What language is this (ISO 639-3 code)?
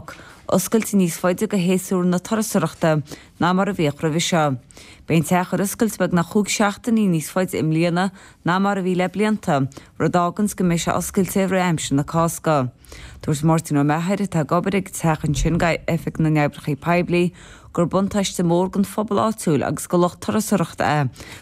gle